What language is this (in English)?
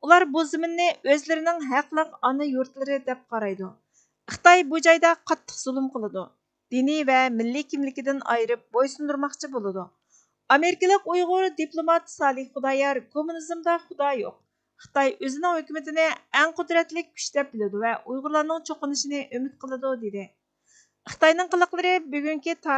Uyghur